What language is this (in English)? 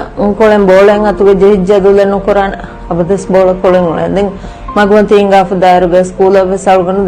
Divehi